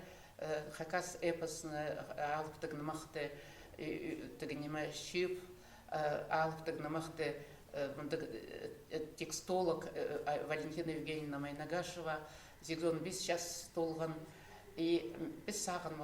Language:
Khakas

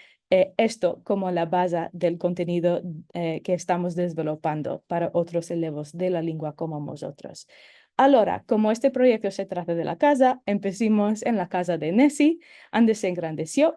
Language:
Ladino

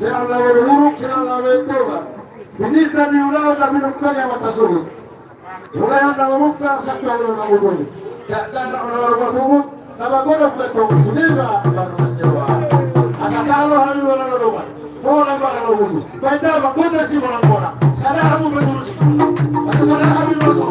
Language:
Batak Toba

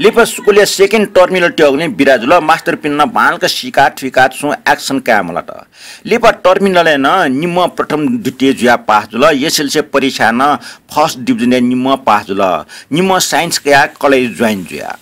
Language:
Newari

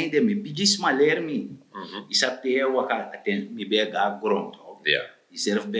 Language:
Sranan Tongo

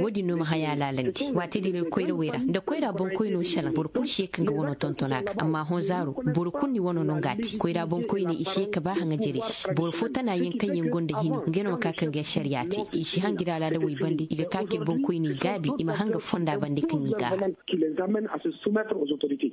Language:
Koyraboro Senni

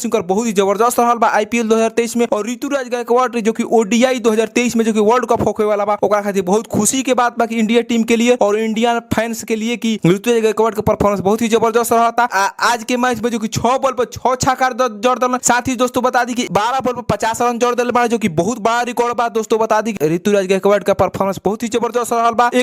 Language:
Bhojpuri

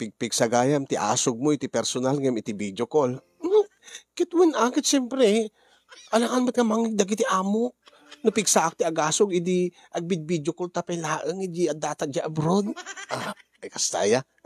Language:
Iloko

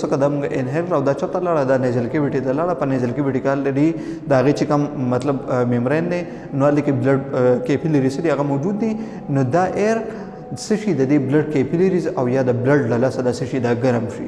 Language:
Pashto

